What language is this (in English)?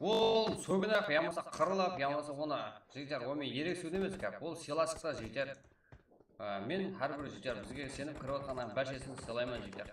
Kara-Kalpak